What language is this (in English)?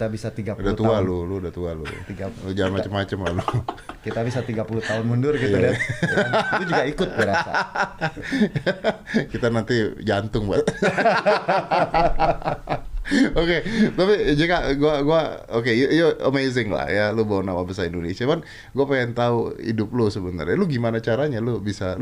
Indonesian